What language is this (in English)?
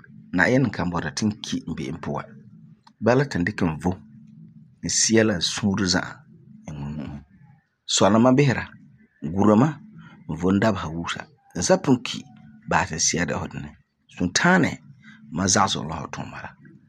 Frafra